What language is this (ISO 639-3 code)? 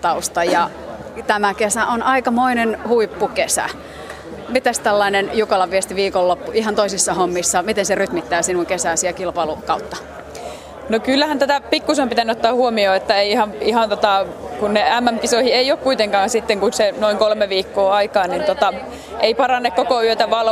fin